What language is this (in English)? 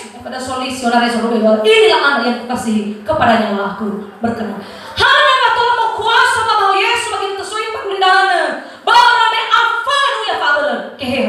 Nias